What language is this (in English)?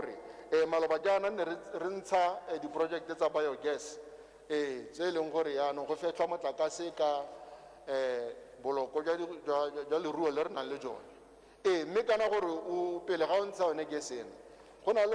Tswana